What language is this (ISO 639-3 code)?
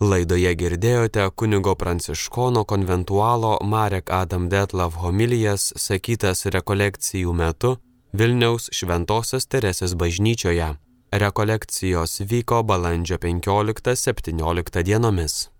lit